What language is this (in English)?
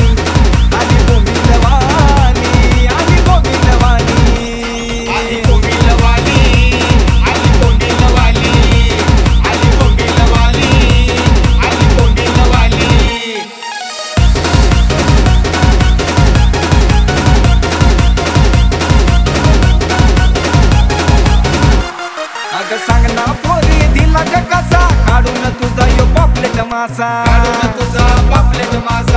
Marathi